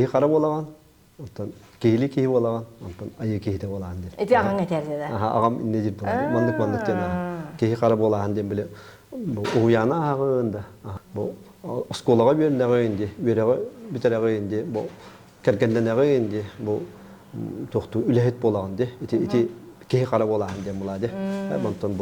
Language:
Yakut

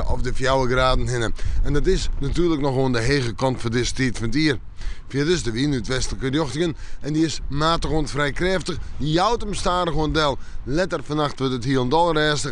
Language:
Western Frisian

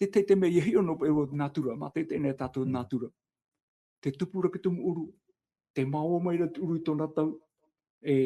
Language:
Tahitian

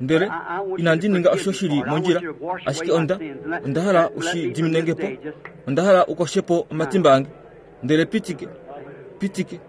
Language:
Kuanyama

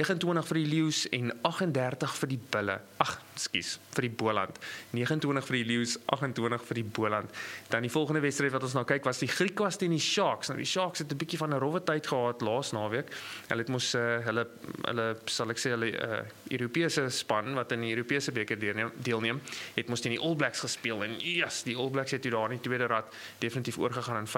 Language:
Afrikaans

